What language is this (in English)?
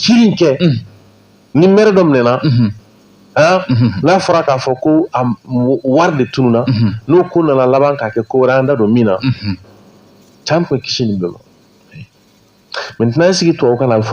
Bambara